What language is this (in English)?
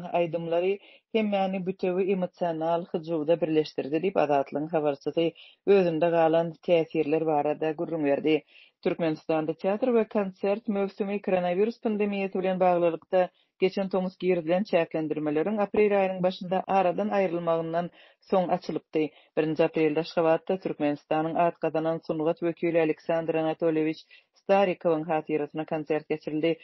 Turkmen